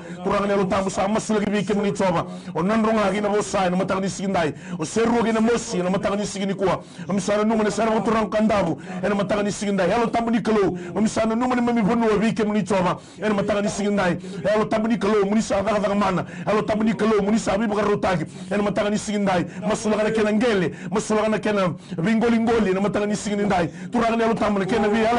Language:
Fijian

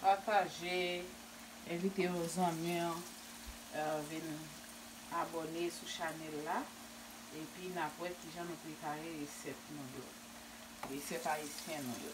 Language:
Haitian Creole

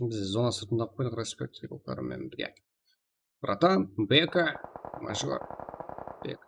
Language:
Kara-Kalpak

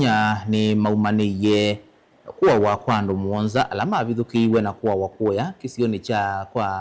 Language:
Kamba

